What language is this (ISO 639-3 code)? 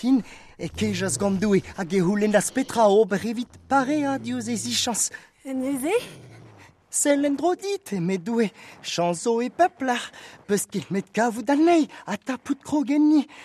bre